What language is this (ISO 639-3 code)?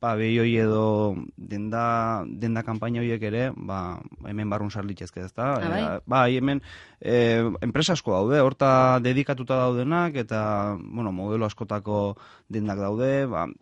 eus